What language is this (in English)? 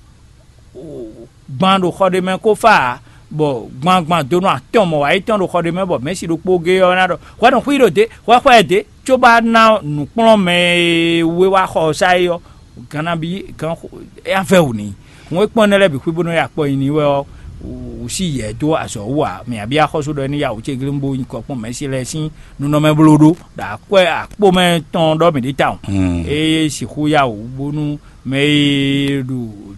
Fon